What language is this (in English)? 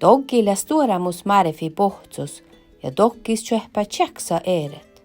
Northern Sami